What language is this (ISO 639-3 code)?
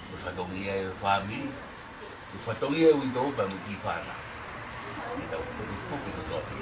ton